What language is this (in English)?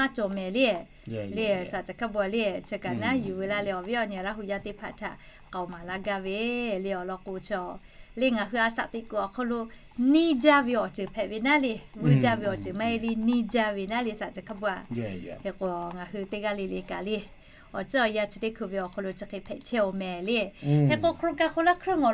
Lahu